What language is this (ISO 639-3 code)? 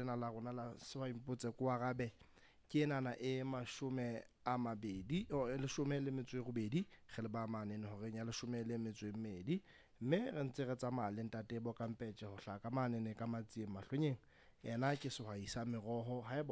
sot